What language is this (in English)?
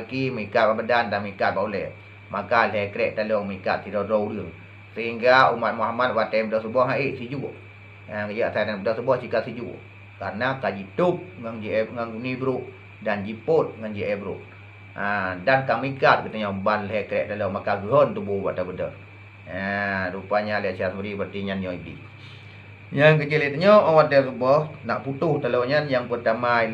Achinese